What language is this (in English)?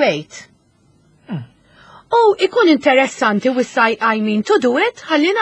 Maltese